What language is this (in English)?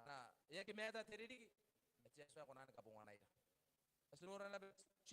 Gilbertese